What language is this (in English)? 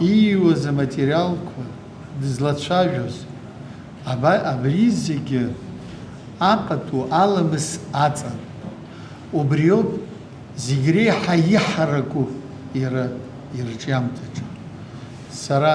Abkhazian